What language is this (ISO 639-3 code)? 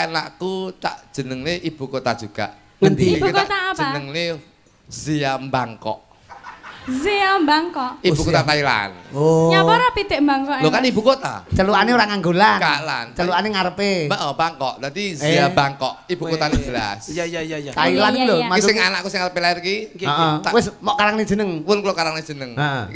jav